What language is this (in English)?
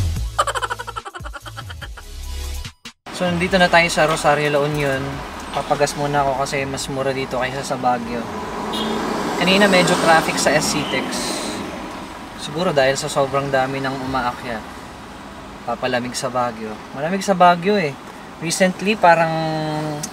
Filipino